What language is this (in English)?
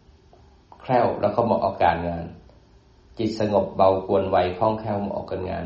Thai